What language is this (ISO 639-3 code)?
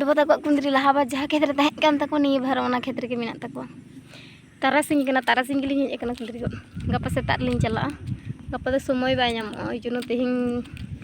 sat